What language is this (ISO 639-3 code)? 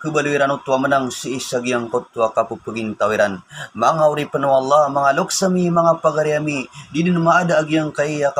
mrw